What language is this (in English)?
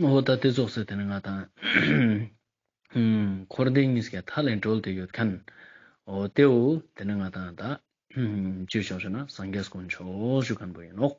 Ladakhi